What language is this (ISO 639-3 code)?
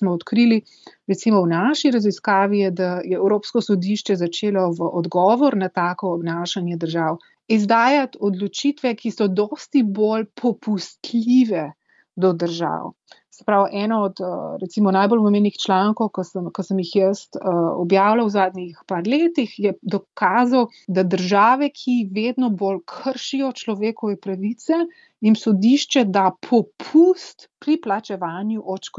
slv